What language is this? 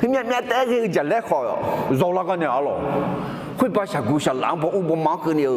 Akha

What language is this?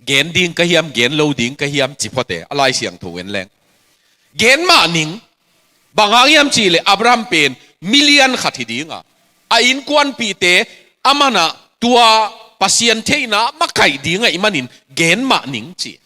Tedim Chin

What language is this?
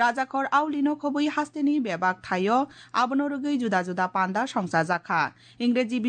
Kok Borok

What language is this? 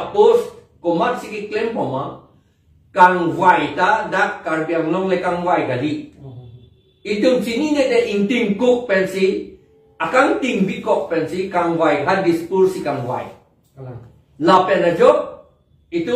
Karbi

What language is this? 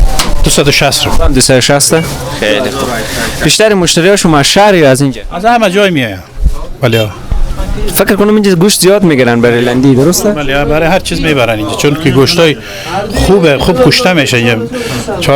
Persian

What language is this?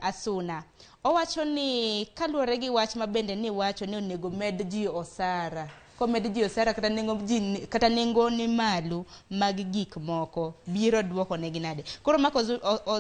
Luo (Kenya and Tanzania)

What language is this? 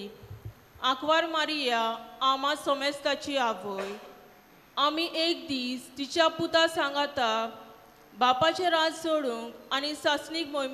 Konkani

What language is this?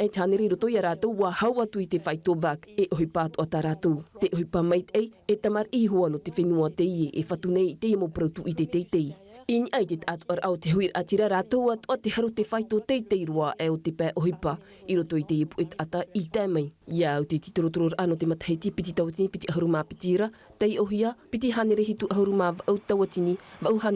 Tahitian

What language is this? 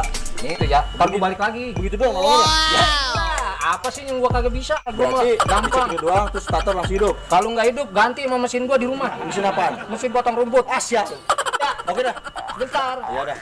Betawi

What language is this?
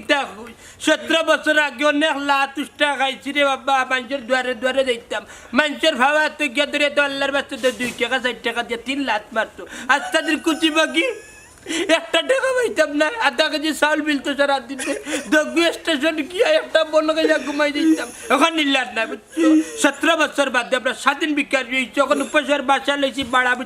Sylheti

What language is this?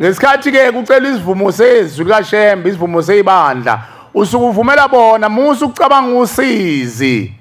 Zulu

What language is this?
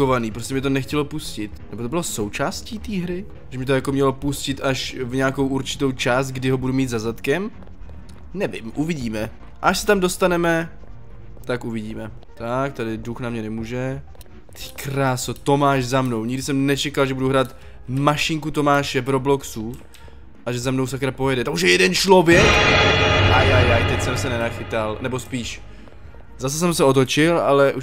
Czech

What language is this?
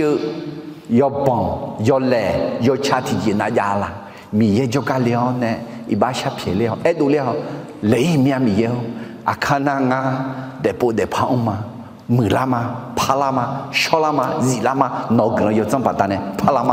Akha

